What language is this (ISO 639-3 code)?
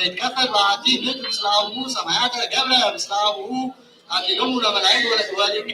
gez